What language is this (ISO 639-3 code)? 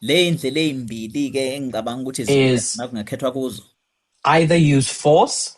zul